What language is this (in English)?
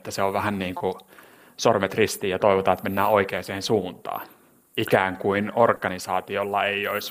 Finnish